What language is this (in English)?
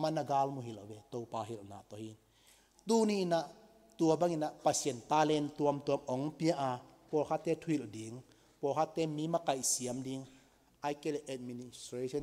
Tedim Chin